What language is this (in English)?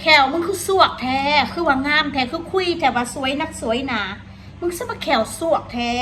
Northeastern Thai